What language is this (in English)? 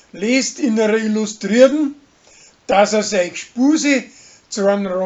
Bavarian